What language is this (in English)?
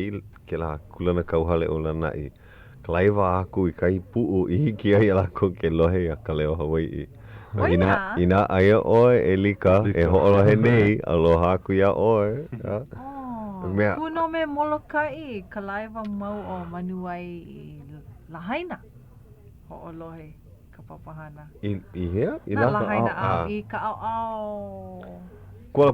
Hawaiian